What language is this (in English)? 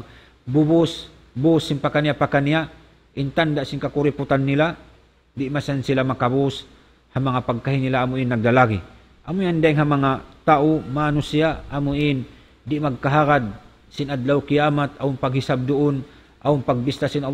Tausug